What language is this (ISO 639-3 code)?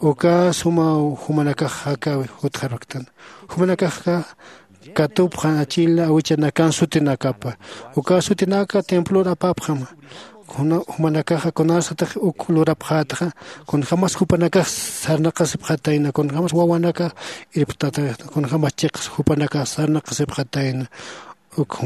aym